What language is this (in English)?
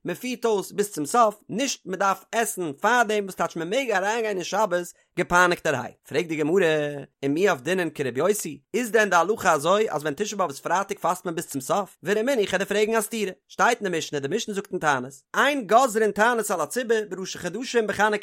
Yiddish